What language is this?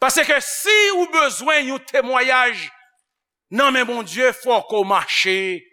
Haitian Creole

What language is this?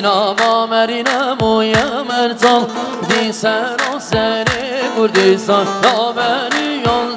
Kurdish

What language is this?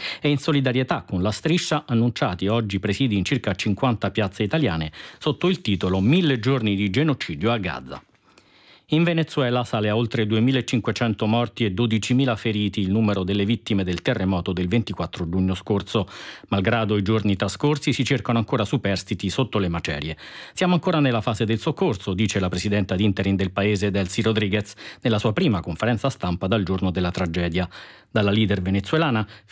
Italian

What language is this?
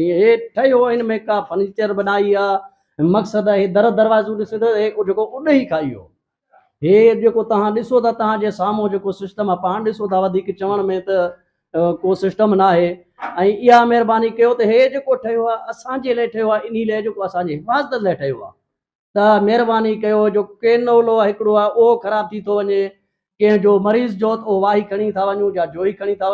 Sindhi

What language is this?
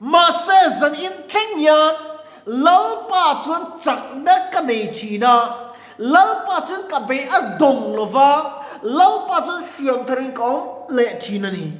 Mizo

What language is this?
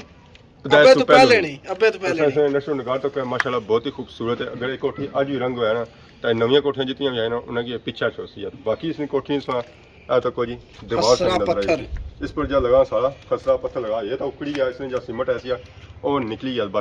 Pahari-Potwari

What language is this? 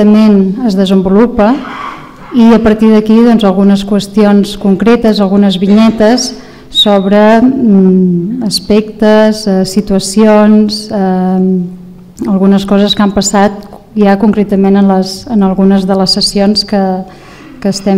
Catalan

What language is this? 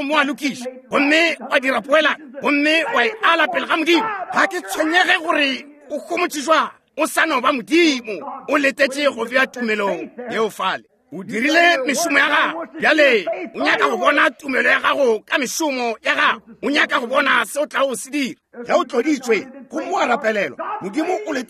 Northern Sotho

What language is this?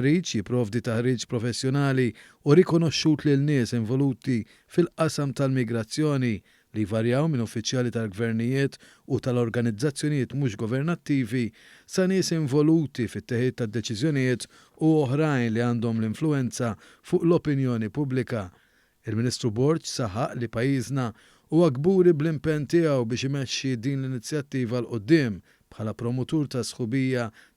Maltese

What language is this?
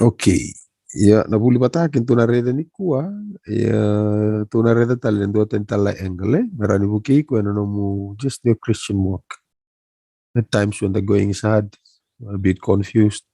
Fijian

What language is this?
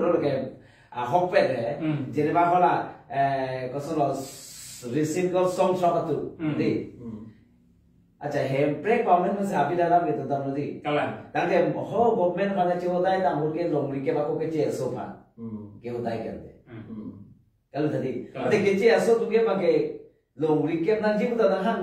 Karbi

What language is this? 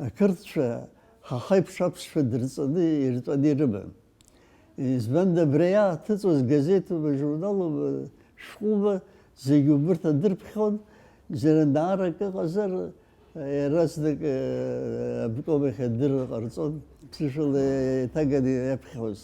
Abkhazian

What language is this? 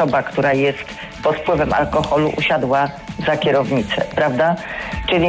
Polish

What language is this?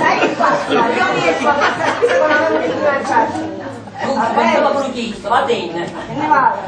Sicilian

